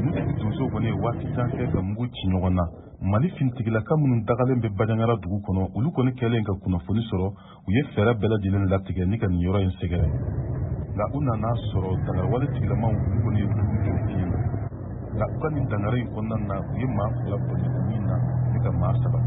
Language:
Bambara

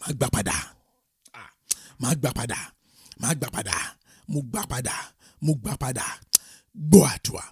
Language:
Yoruba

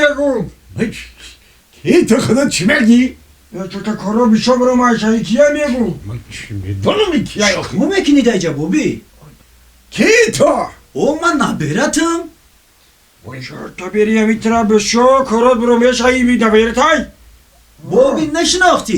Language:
Tajik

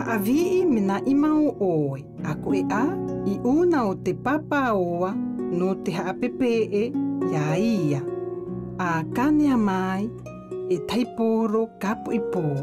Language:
South Marquesan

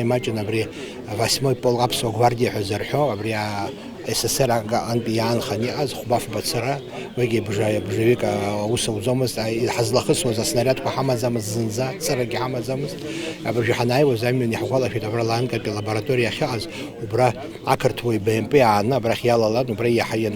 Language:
Abkhazian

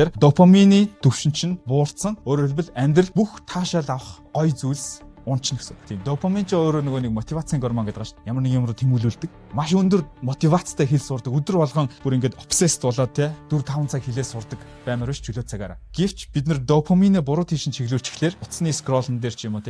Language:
Mongolian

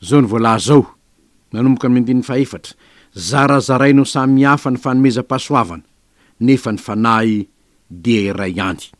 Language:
Malagasy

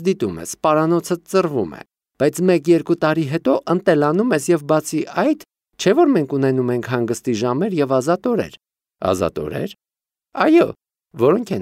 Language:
Armenian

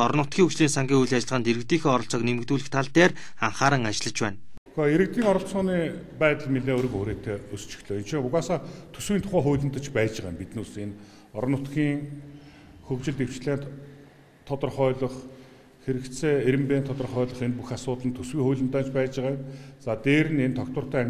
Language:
Mongolian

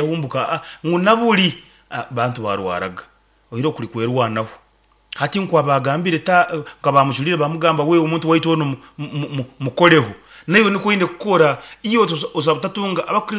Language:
Nyoro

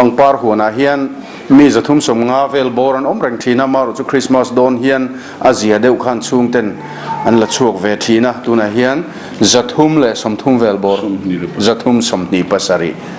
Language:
Mizo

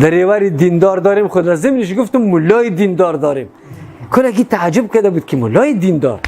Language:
Persian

